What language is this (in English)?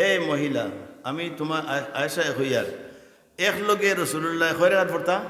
Sylheti